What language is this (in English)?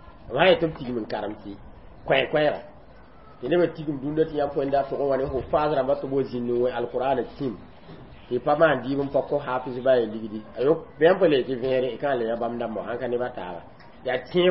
Mossi